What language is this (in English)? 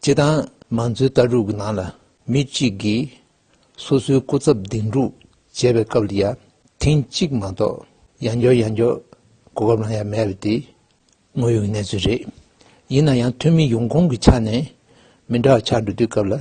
Tibetan